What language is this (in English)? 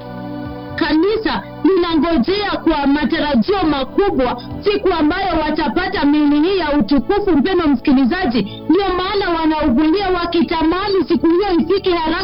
Swahili